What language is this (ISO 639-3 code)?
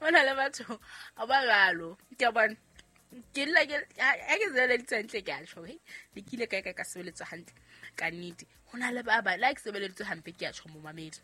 sot